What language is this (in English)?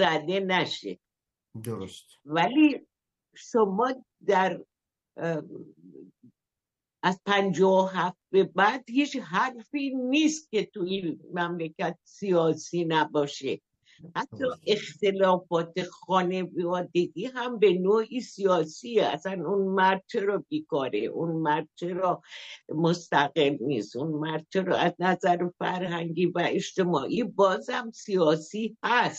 Persian